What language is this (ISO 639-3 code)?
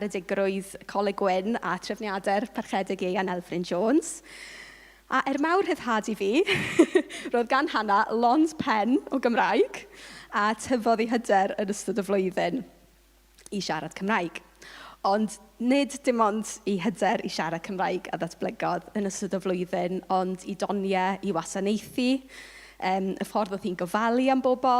cym